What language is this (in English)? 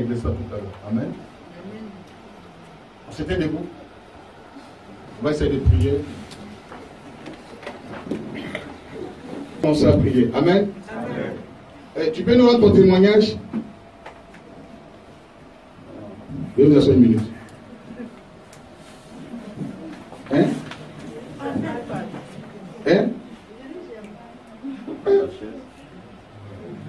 French